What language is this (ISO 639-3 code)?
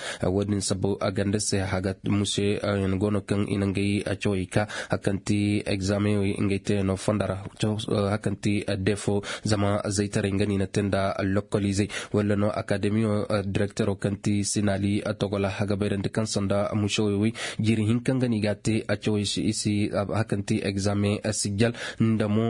ses